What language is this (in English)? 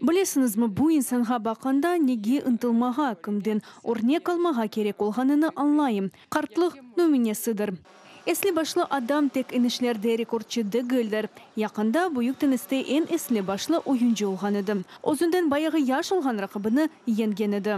Crimean Tatar